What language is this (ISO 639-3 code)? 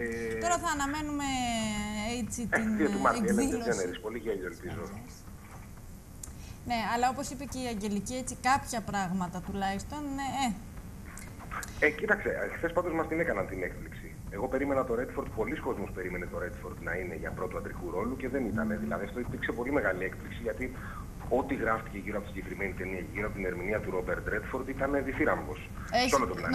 ell